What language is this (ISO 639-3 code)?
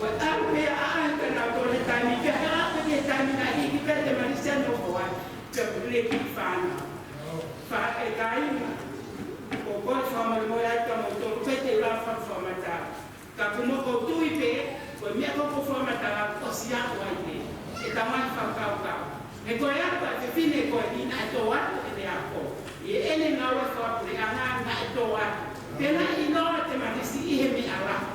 ton